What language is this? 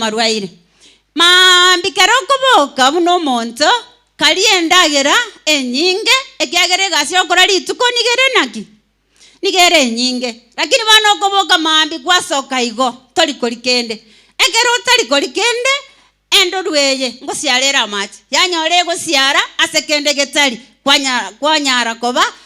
Gusii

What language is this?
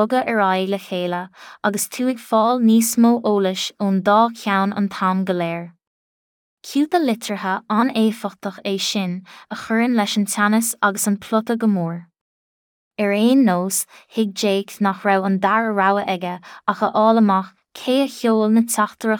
Irish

